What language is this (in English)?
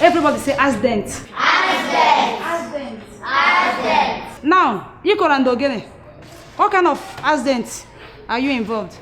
Nigerian Pidgin